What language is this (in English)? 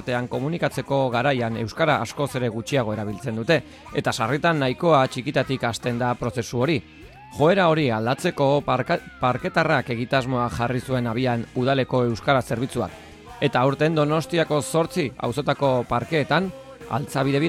Basque